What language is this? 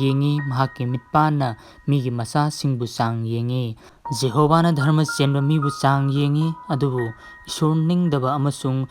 Manipuri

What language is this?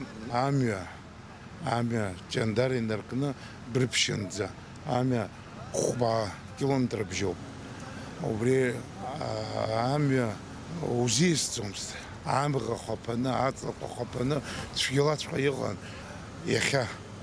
Abkhazian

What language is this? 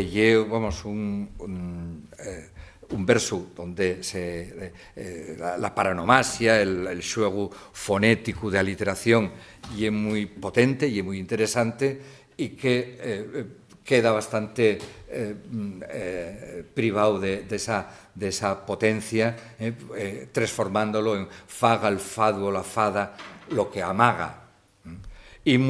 Asturian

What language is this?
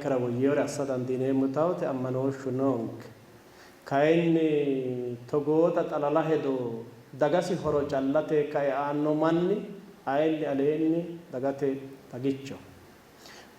Sidamo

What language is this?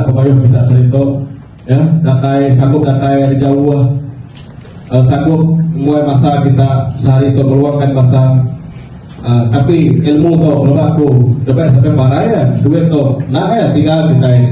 Iban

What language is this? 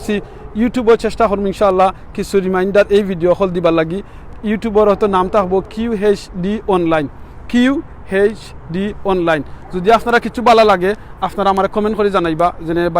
Sylheti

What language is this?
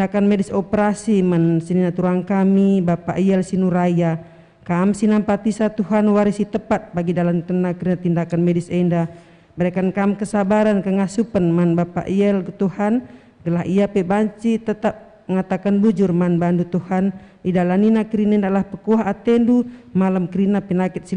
Batak Karo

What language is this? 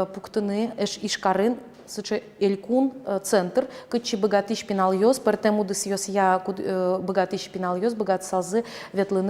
Udmurt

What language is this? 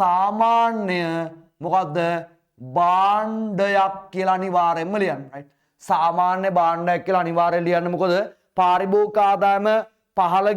Sinhala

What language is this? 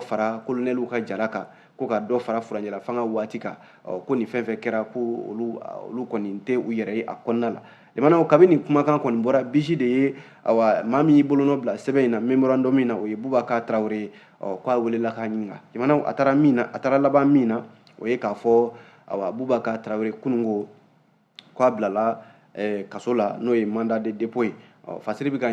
Bambara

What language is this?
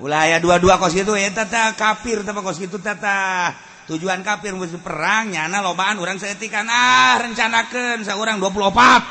Sundanese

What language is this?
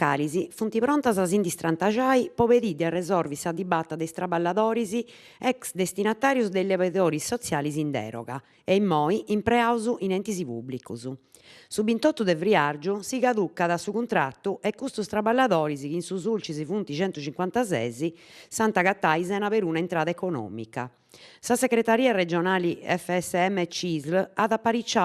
Sardinian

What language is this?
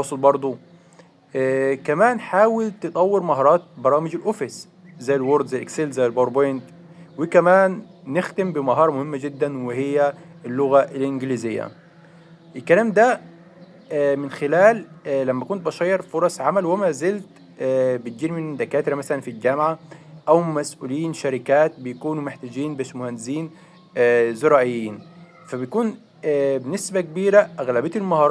Egyptian Arabic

